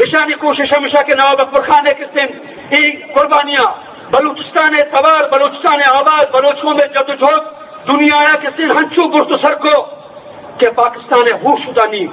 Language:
Eastern Balochi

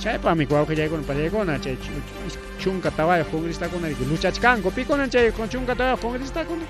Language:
Ayacucho Quechua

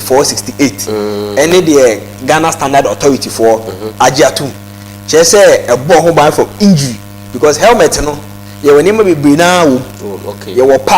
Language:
Akan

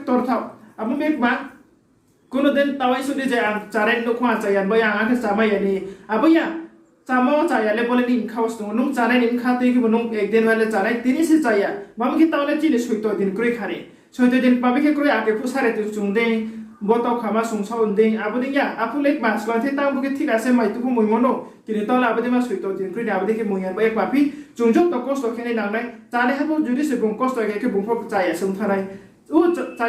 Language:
Riang (India)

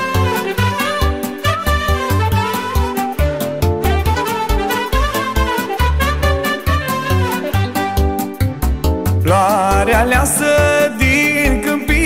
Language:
Romanian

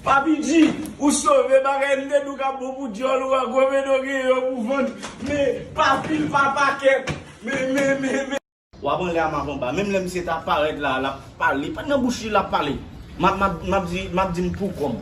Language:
Haitian Creole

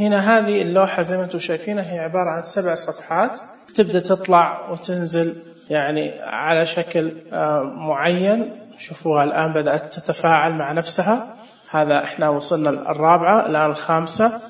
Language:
Najdi Arabic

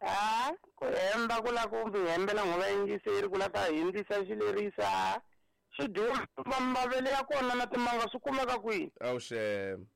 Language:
Tsonga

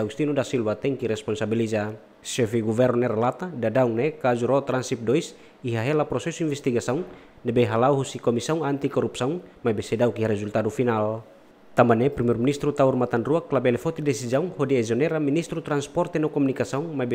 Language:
Tetum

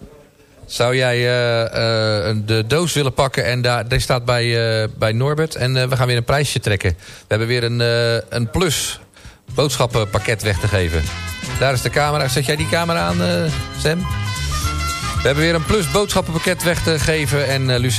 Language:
Dutch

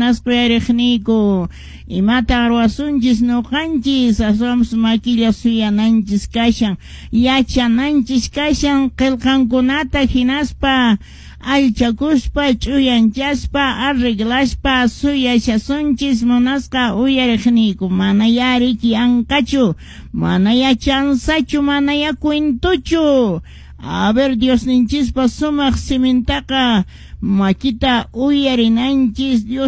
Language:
Quechua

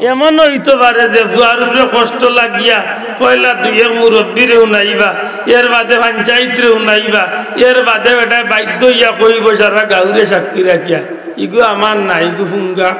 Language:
Sylheti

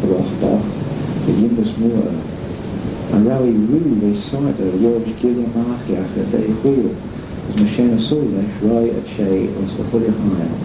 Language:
Manx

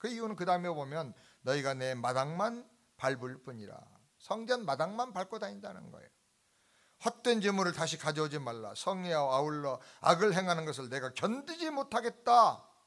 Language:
Korean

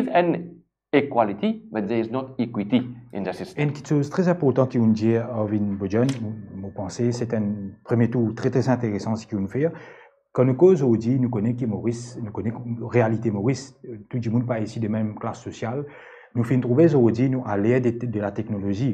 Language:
Morisyen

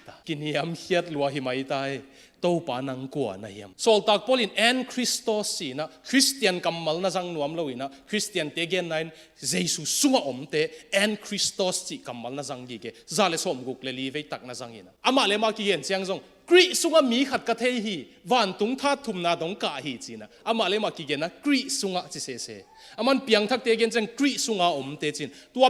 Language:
Tedim Chin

